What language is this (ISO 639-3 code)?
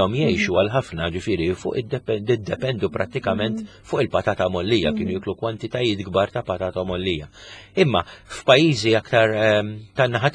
mlt